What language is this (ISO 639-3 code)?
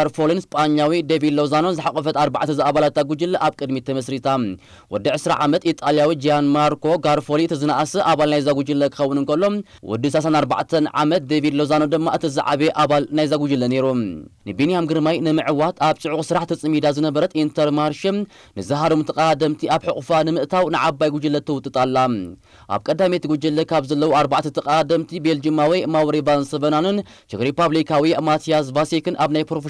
tir